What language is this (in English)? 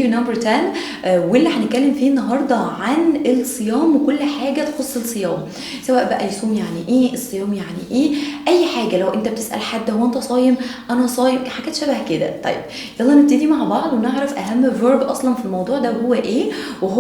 Egyptian Arabic